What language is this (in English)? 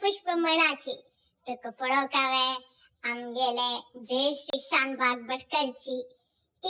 Konkani